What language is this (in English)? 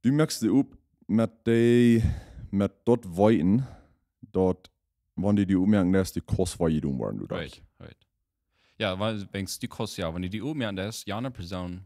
Plautdietsch